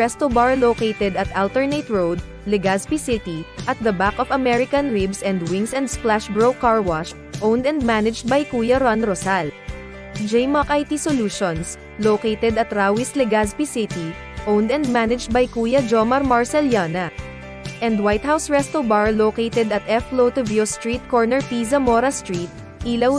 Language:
Bikol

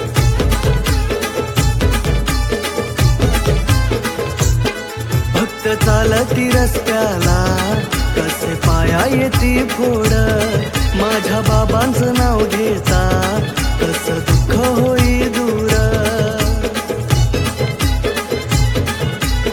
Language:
Marathi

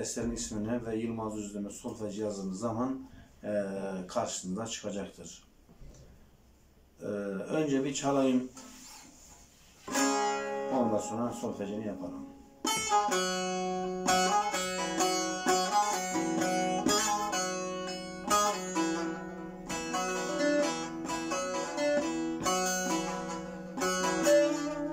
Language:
Turkish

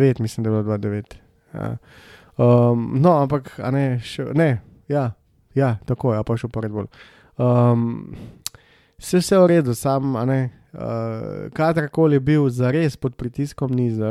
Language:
Slovenian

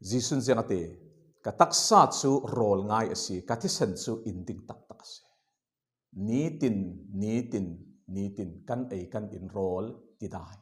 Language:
Falam Chin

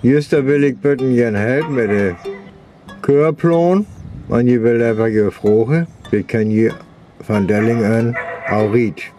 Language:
Northern Frisian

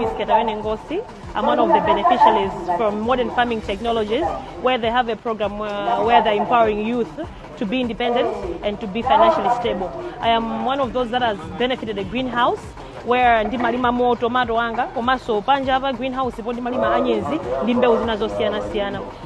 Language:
Nyanja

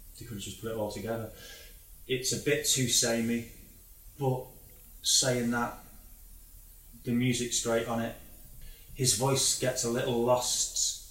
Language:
English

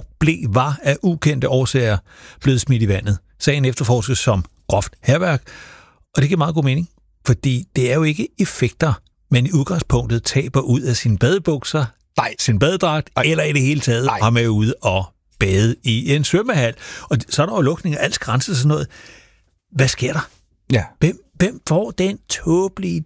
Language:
Danish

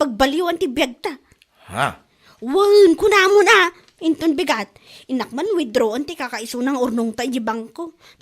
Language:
Iloko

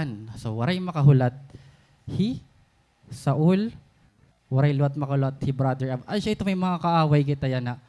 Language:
Waray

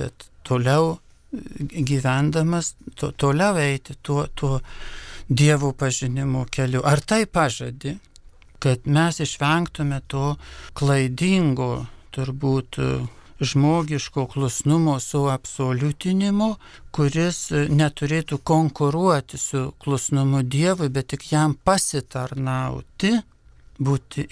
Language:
Lithuanian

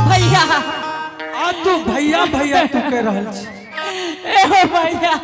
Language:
Angika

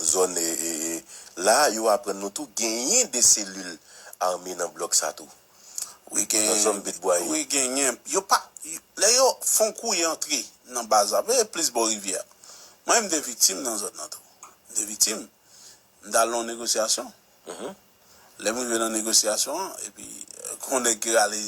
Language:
Haitian Creole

